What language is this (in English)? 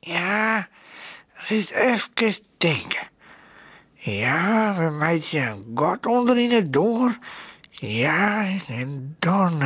Western Frisian